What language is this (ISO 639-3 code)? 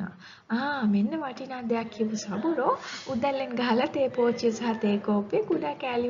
sin